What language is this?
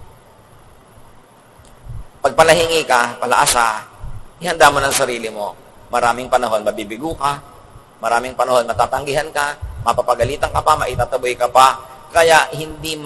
Filipino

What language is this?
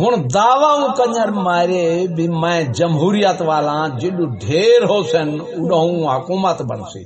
Saraiki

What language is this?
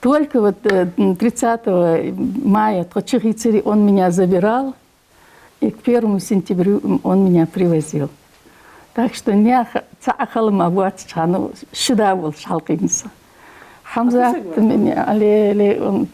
Ingush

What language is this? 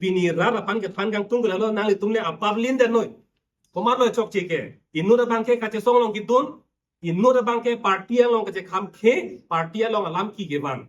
Karbi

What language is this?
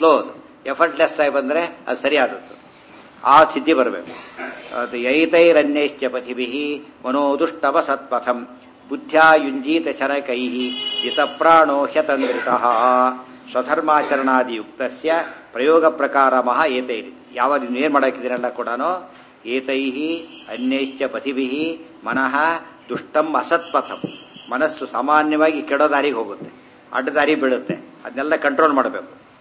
Kannada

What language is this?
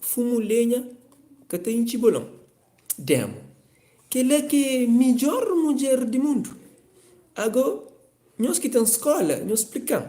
Kabuverdianu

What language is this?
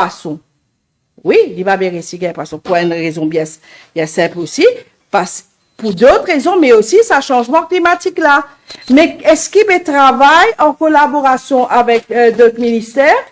Morisyen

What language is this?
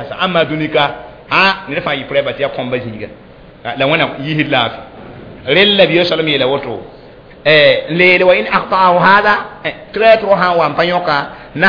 Mossi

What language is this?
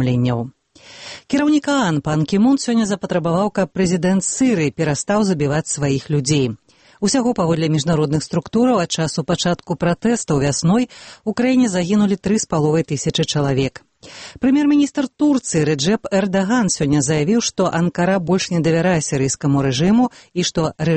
Belarusian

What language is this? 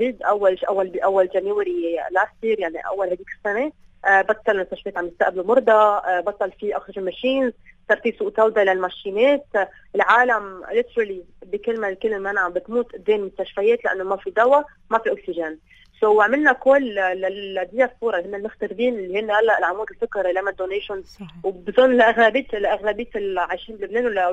North Levantine Arabic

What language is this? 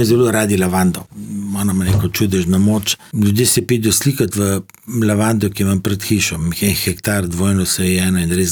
Slovenian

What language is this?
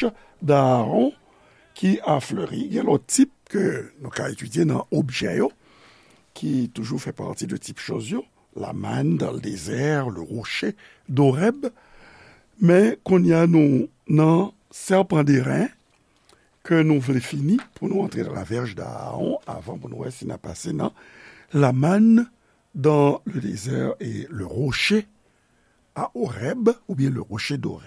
Haitian Creole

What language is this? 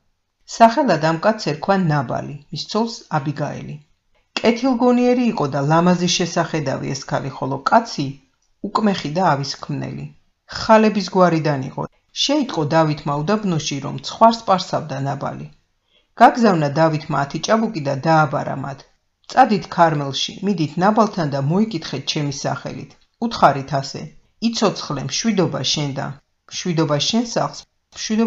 Georgian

